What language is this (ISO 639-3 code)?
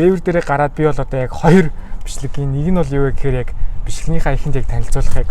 mon